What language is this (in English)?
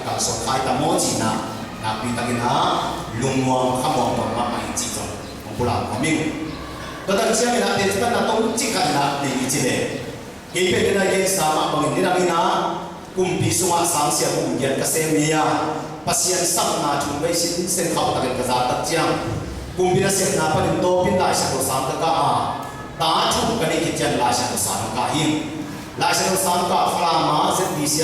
Tedim Chin